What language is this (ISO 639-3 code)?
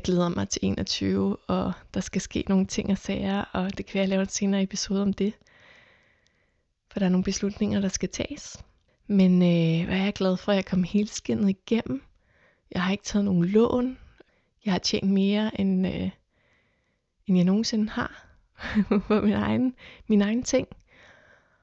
dan